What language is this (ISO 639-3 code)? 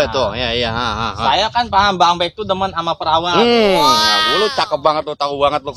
bew